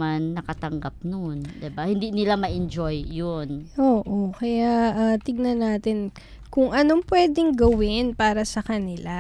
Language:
Filipino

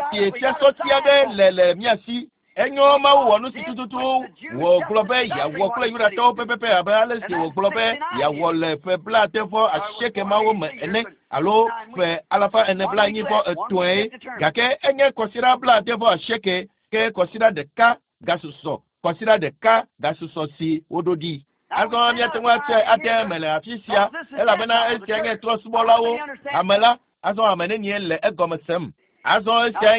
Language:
Ewe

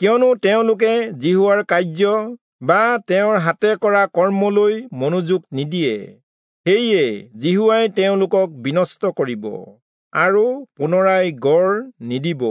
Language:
Assamese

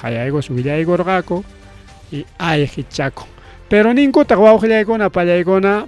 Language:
Ayacucho Quechua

